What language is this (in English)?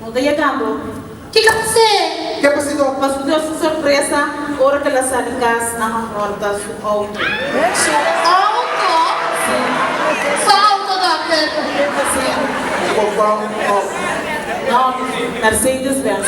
Papiamento